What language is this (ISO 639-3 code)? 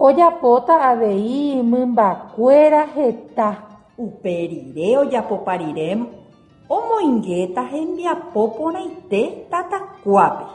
grn